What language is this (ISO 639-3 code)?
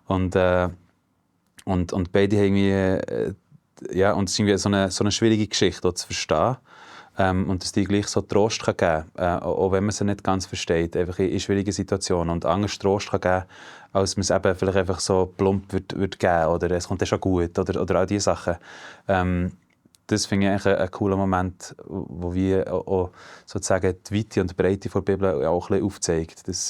gsw